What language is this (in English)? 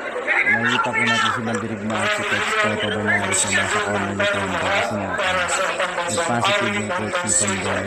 Filipino